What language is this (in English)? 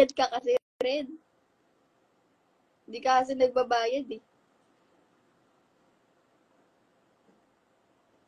Filipino